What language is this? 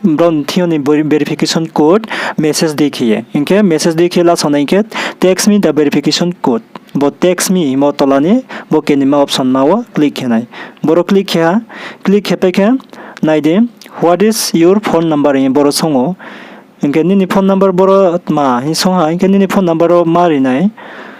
Riang (India)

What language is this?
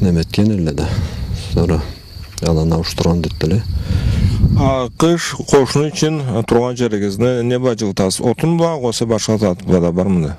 Karachay-Balkar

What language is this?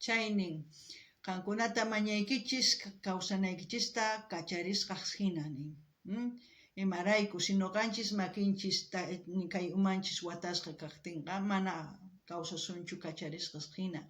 South Bolivian Quechua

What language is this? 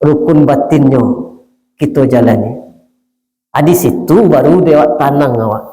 Minangkabau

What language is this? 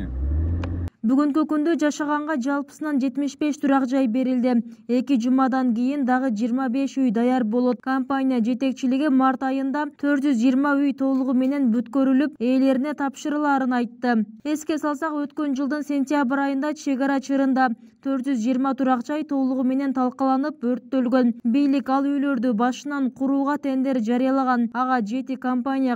Kyrgyz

